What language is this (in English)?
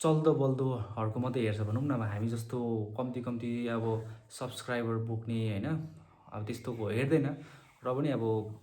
Nepali